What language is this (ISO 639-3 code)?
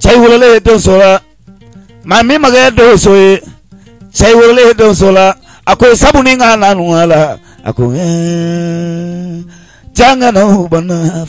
bam